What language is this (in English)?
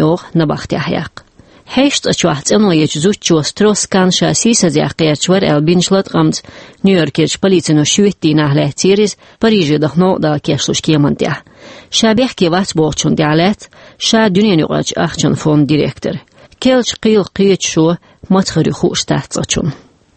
Chechen